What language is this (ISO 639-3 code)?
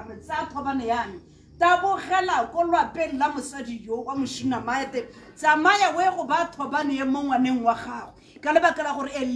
tsn